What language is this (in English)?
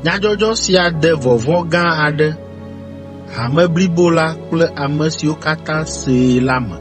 Ewe